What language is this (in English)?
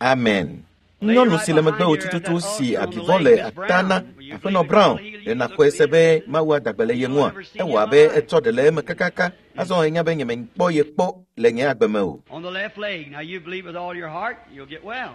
Ewe